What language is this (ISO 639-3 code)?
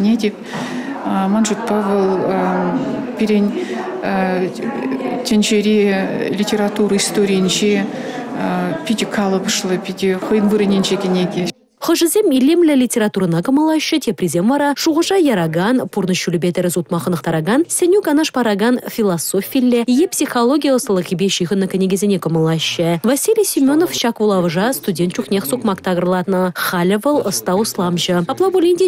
chv